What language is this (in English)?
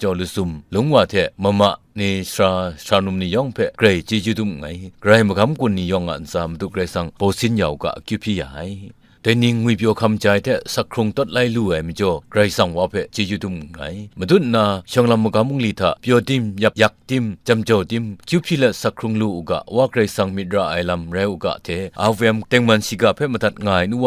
Kachin